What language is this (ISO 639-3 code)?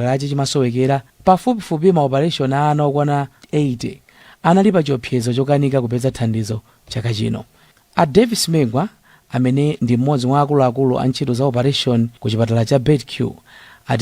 nya